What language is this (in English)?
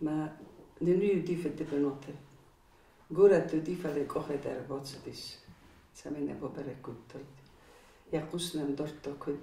Ossetic